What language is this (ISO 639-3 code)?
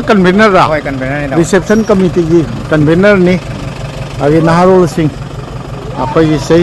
mni